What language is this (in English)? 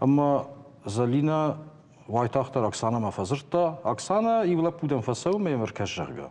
Ossetic